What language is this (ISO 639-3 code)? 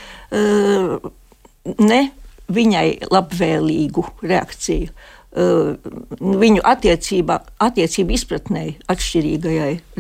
lav